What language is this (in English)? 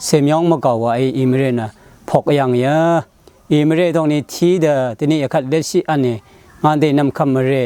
Rawang